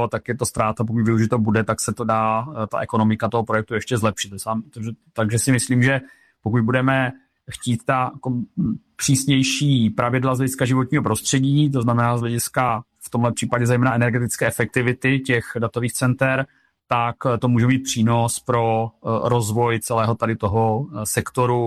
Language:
Czech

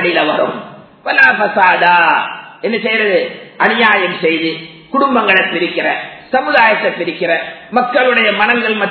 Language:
Tamil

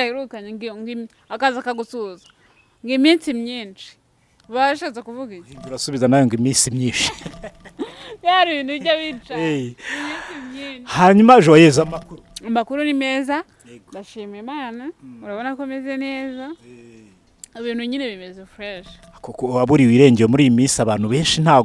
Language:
Kinyarwanda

